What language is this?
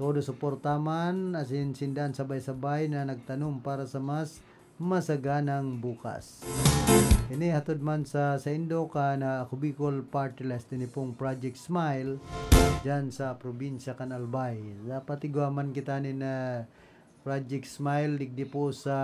Bikol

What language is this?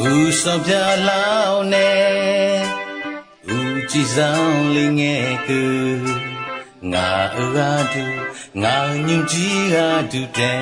Akha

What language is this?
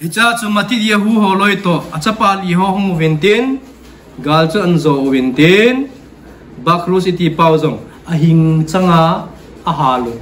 Thado Chin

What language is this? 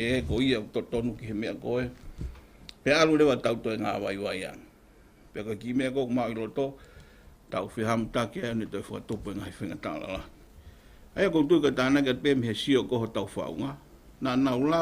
Tongan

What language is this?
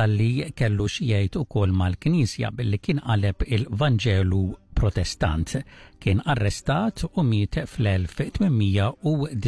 Maltese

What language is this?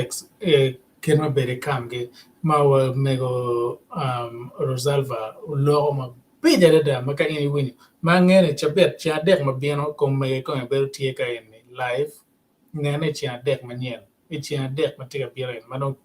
Acoli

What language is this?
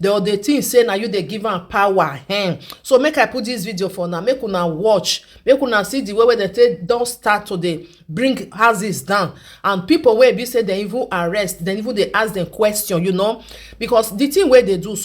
Nigerian Pidgin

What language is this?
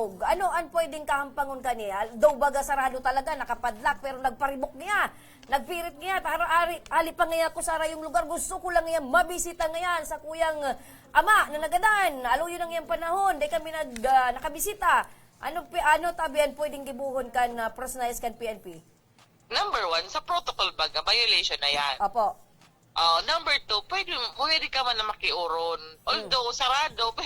Bikol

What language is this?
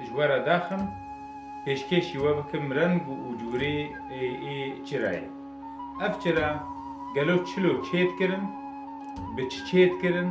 Kurdish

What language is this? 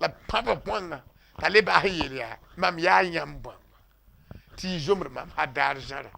Mossi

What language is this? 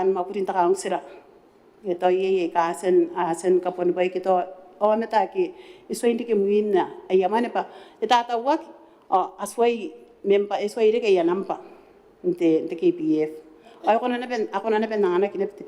Gilbertese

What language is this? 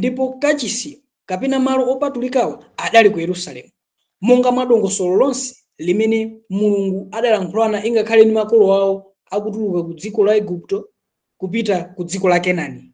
Nyanja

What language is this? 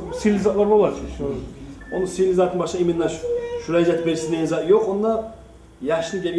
Kumyk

